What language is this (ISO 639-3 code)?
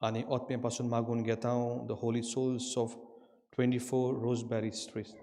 kok